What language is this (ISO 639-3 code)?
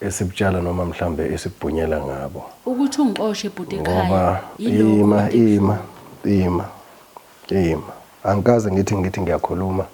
zul